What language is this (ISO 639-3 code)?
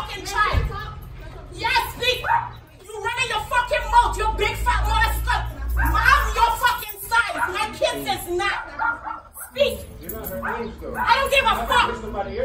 eng